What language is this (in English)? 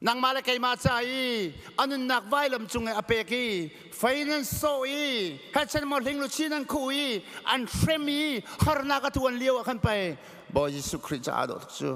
Hakha Chin